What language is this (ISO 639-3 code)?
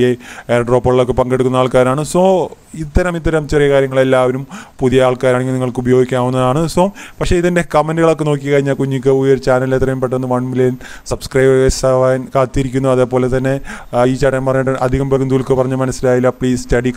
mal